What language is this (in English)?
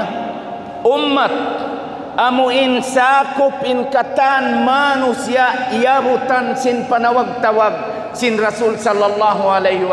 Tausug